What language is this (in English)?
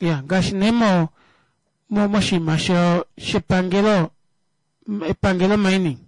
Kuanyama